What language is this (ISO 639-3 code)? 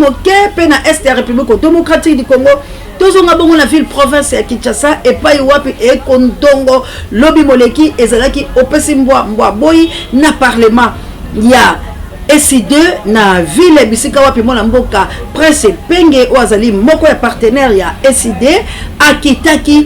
lin